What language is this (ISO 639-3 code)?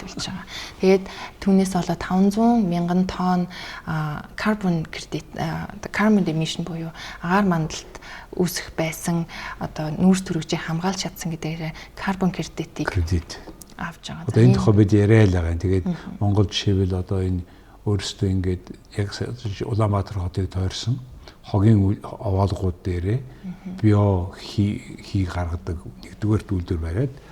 mon